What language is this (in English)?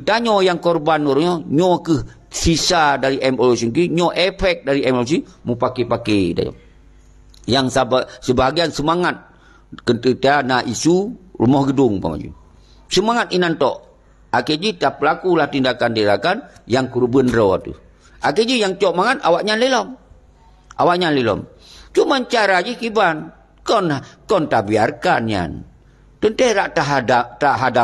Achinese